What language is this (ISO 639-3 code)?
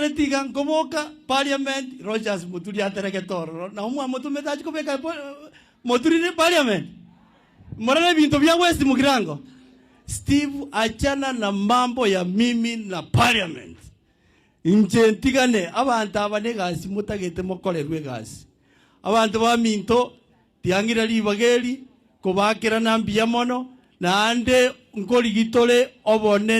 guz